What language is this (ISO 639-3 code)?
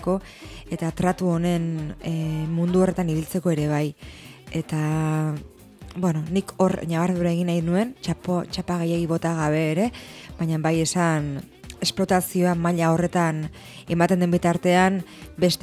eus